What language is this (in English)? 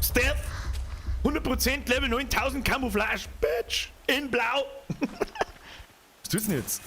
Bavarian